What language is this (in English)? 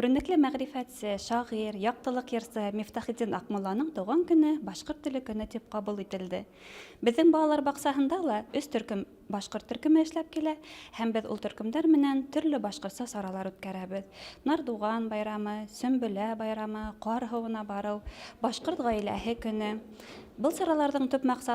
Bashkir